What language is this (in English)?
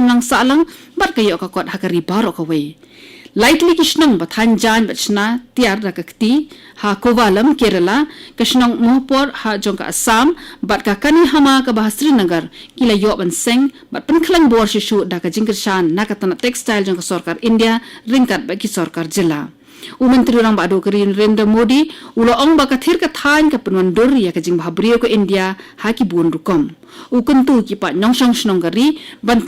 Khasi